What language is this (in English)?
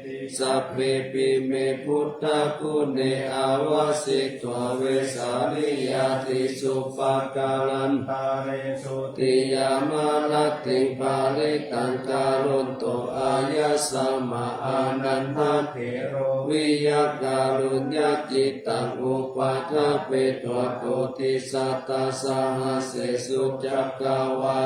Pali